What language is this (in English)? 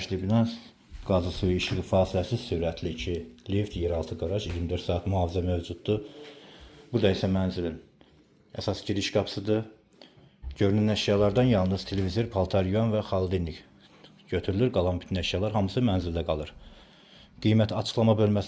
Azerbaijani